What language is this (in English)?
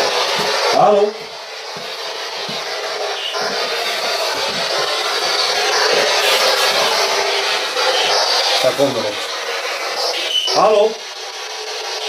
Swedish